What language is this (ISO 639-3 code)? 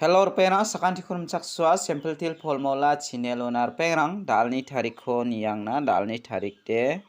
grt